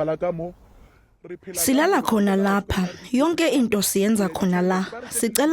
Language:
Zulu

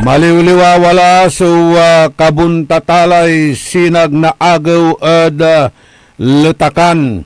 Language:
Pangasinan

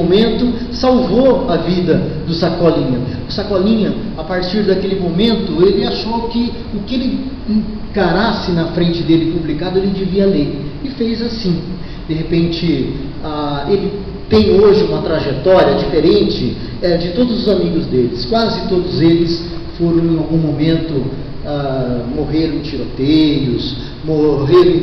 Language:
Portuguese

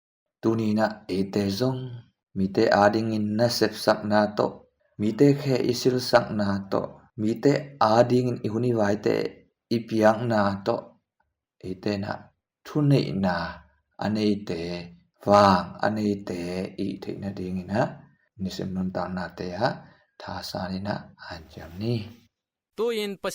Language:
Tedim Chin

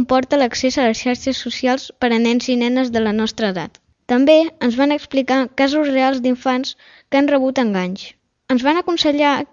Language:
Catalan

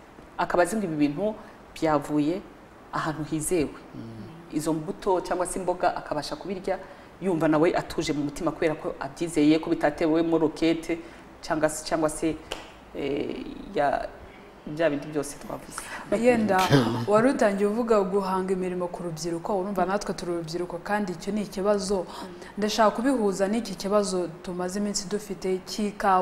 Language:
Kinyarwanda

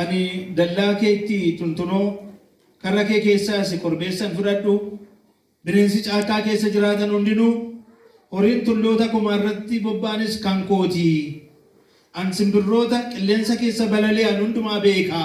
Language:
Oromo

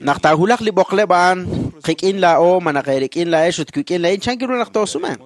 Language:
Kekchí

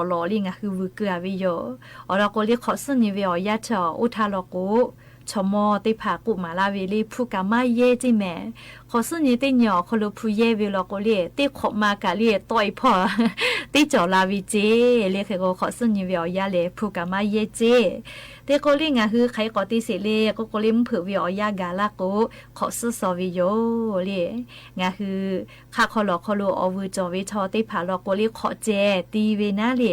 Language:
Lahu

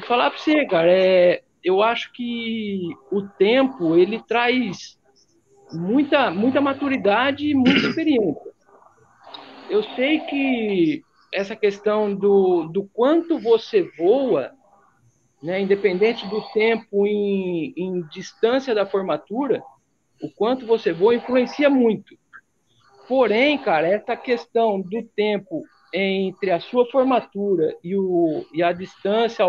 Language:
Portuguese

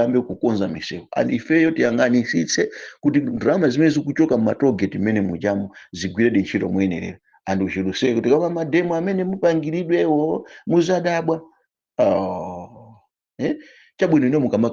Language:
Nyanja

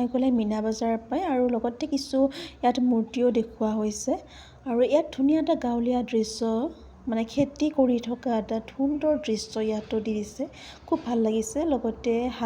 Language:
Assamese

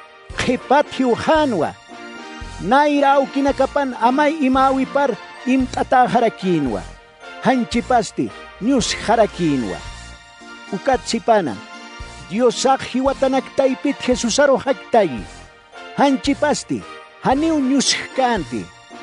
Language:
Aymara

